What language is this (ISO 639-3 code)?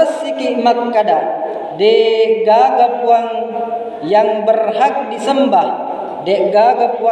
bug